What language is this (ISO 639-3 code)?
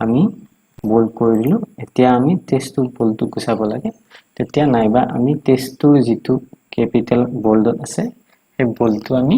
asm